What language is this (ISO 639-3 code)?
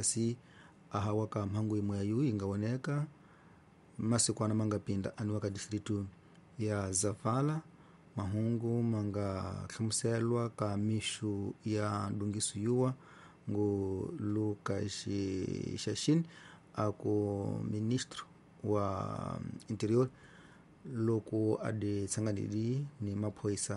tso